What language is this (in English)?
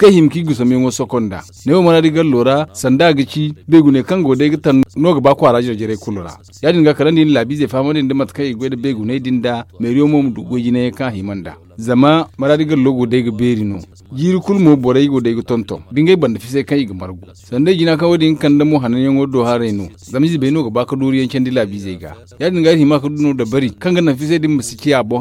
Zarma